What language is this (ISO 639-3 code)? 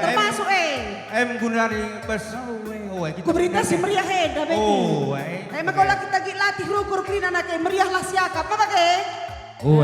btx